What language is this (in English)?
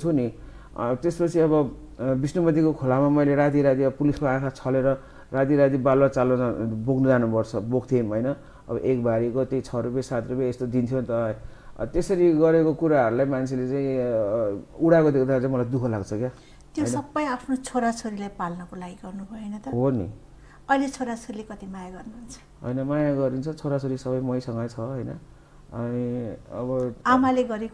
Nepali